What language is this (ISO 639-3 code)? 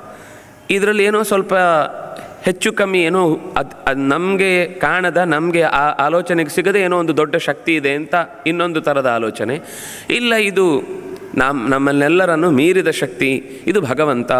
kan